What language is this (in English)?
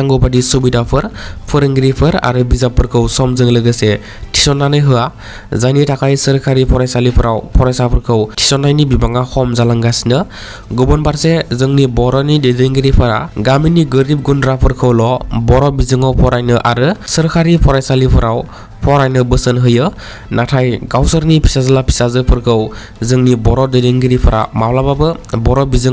Bodo